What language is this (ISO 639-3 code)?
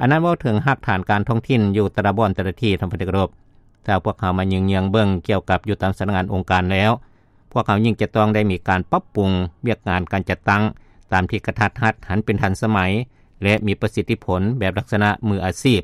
lao